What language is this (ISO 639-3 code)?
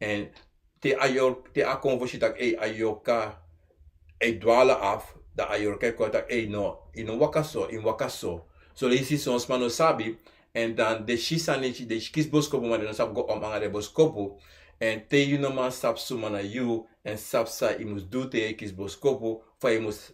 srn